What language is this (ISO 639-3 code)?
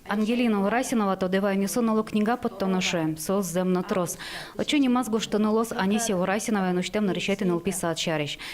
udm